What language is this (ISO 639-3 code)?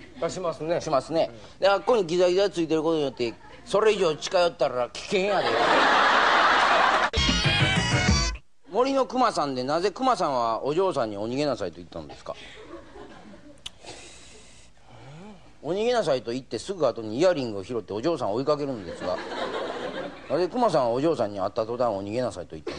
jpn